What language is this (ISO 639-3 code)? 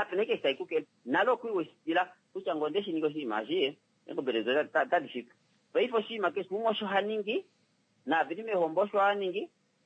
kua